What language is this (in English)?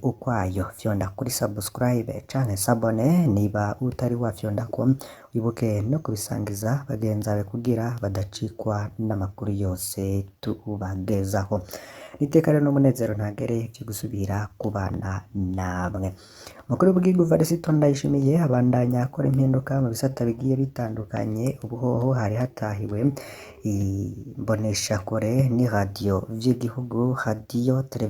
Rundi